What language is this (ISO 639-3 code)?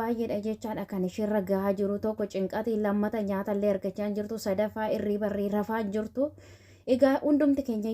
orm